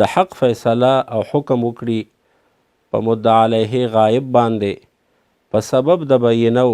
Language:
Pashto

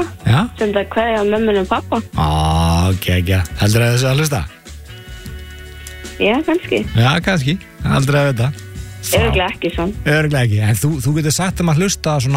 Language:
Icelandic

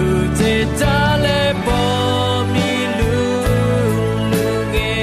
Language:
Akha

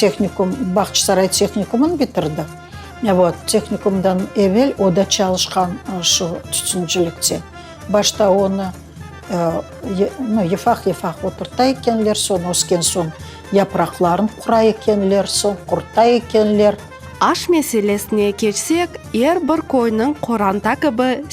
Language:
Crimean Tatar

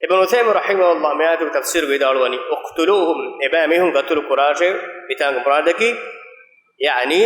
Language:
Divehi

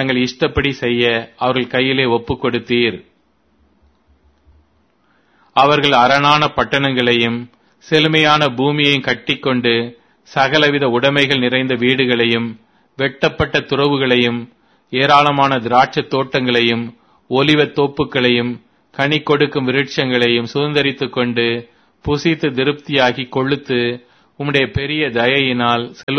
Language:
Tamil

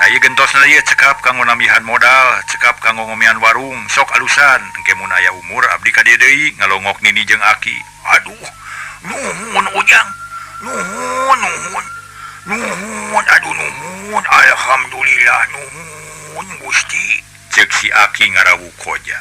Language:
Sundanese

